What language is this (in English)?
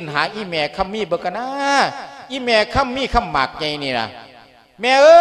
Lao